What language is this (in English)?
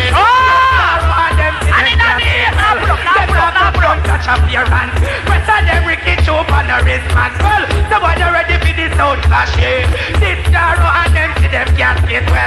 Jamaican Creole English